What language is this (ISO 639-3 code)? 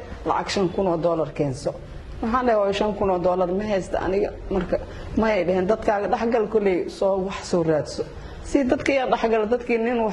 som